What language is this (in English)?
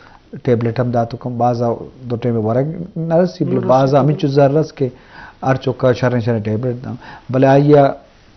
Eastern Balochi